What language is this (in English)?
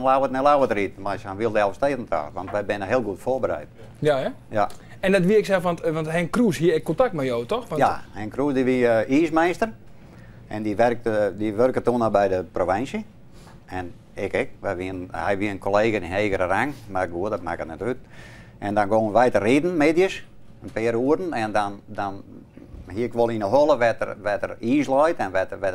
Western Frisian